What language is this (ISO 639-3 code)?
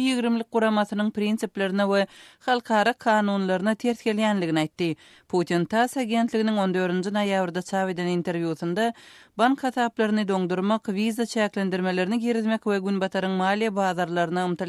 tuk